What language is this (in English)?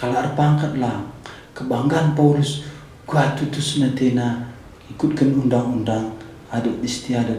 Batak Karo